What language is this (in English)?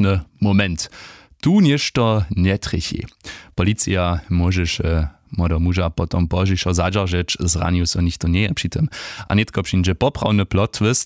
Upper Sorbian